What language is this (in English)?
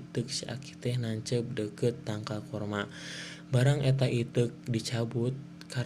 Sundanese